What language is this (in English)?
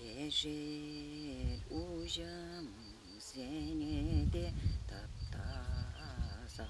Chuvash